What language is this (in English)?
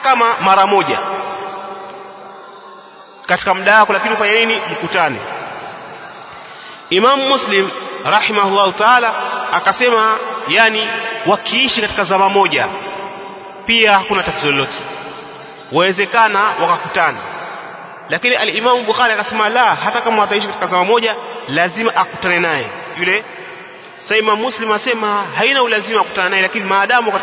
Swahili